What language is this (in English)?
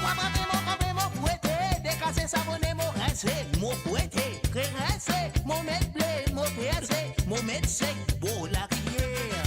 Morisyen